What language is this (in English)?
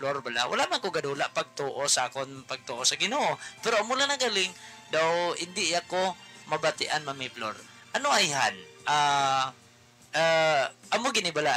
Hiligaynon